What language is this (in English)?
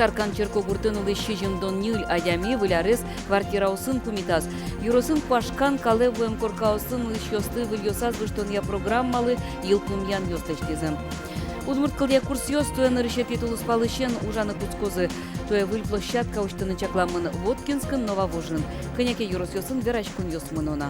Udmurt